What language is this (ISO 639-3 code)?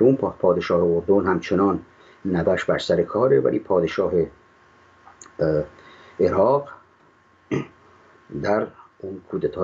fas